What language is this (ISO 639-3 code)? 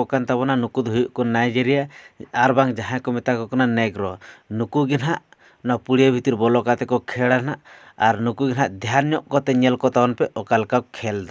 sat